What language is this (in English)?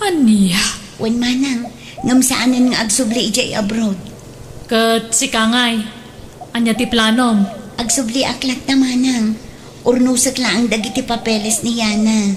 Iloko